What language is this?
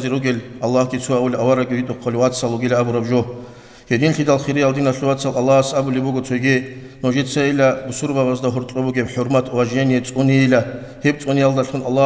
Avaric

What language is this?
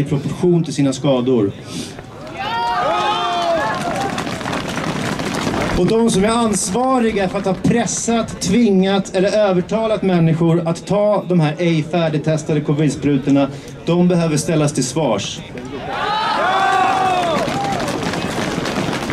Swedish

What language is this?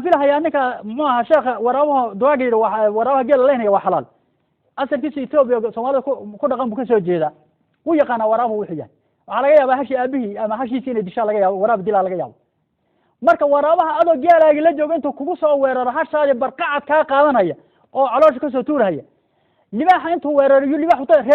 Somali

